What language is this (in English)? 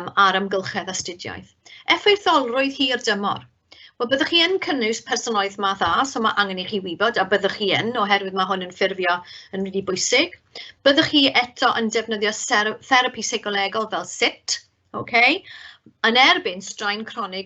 Welsh